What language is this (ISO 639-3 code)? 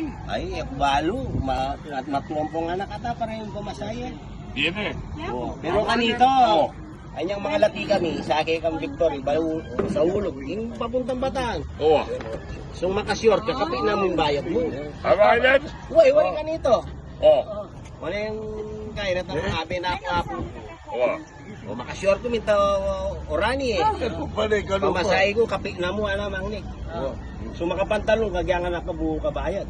pam